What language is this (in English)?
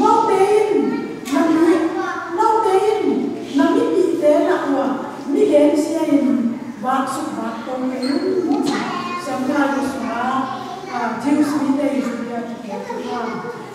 Tedim Chin